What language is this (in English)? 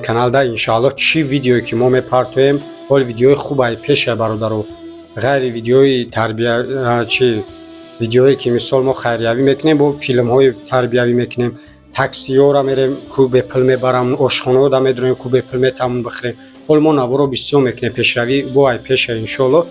Tajik